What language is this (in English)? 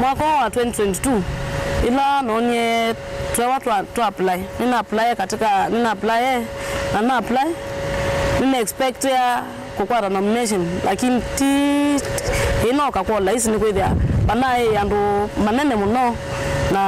Kamba